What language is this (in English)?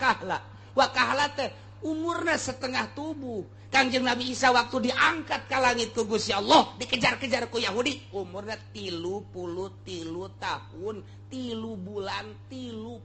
Sundanese